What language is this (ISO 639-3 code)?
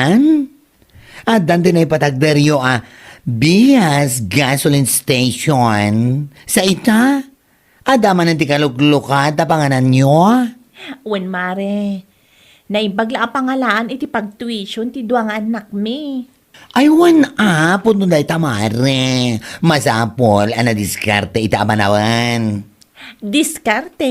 ilo